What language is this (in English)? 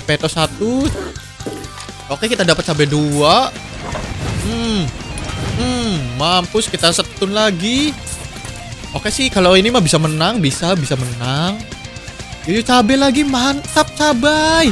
Indonesian